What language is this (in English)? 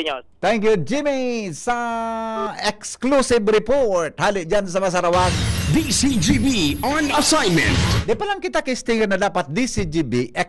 Bikol